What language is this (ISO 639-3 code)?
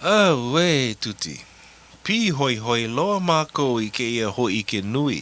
haw